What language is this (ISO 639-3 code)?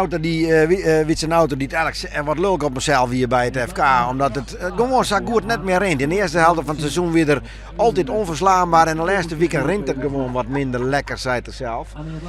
fry